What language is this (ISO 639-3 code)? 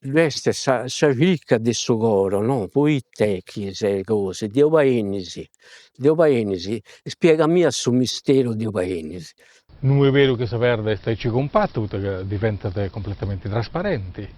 srd